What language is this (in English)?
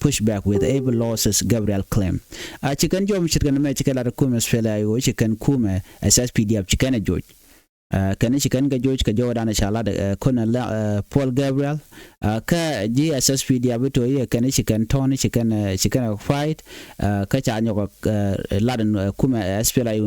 Nuer